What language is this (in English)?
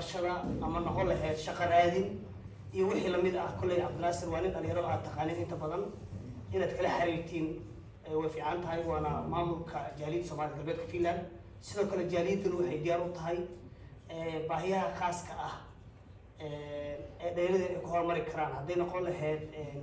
Somali